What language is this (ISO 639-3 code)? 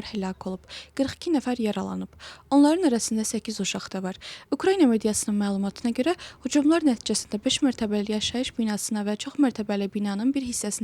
aze